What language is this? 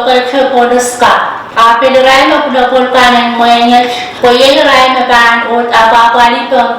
Pohnpeian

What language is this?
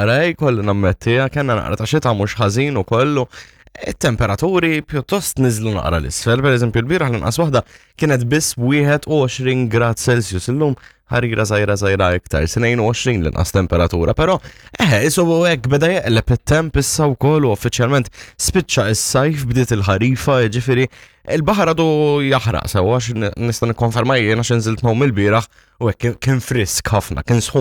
Maltese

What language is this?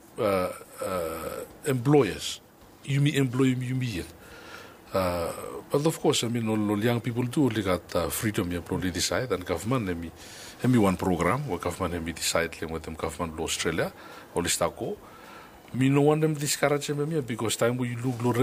Bislama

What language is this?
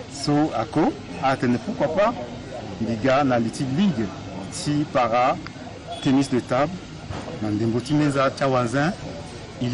Sango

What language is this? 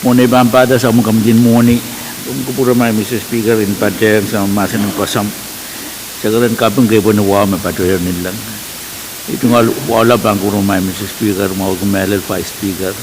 Pohnpeian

